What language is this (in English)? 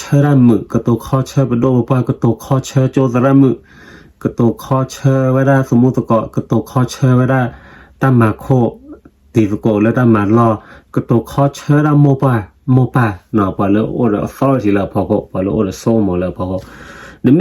S'gaw Karen